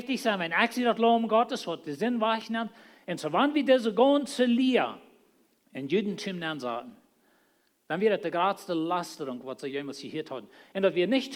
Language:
Plautdietsch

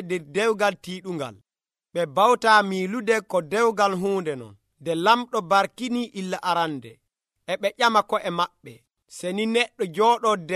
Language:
Nigerian Fulfulde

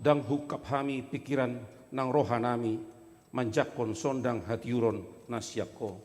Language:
Batak Toba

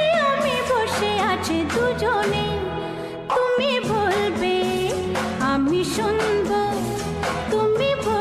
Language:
Bangla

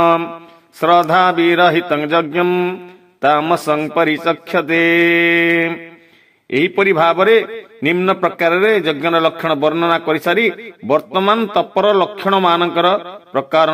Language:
Odia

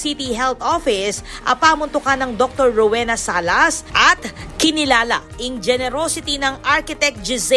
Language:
Pampanga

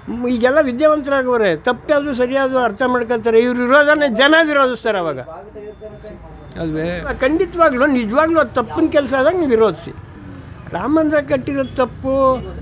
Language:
Kannada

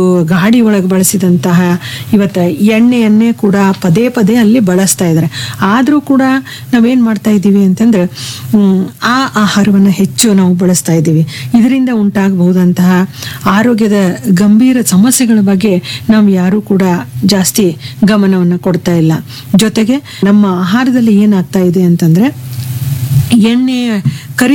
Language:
Kannada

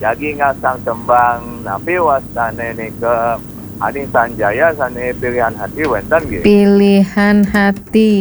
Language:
Balinese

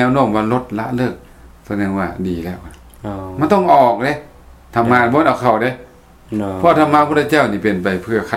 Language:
Lao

